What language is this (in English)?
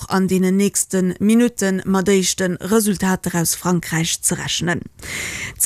Luxembourgish